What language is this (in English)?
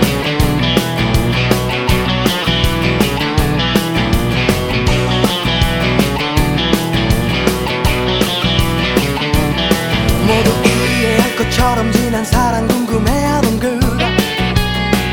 Korean